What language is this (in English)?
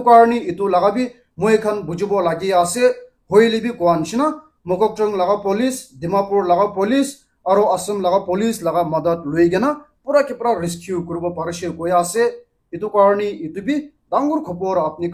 Naga Pidgin